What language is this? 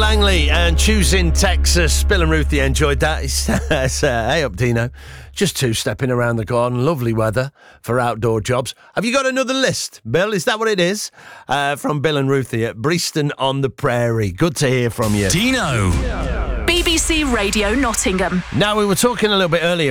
English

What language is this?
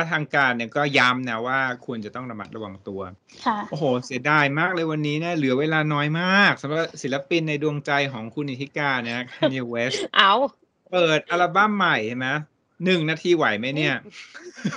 Thai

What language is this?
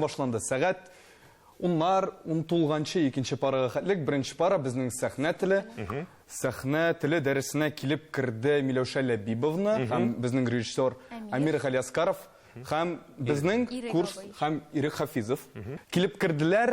Tatar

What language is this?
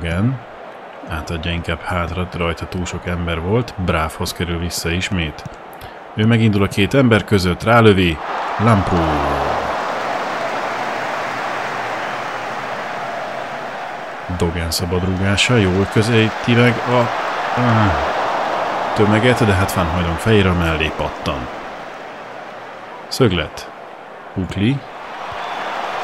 Hungarian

